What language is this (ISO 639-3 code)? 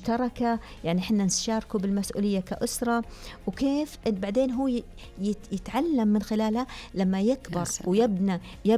ars